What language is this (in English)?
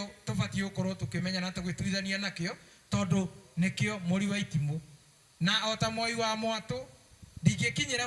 Kikuyu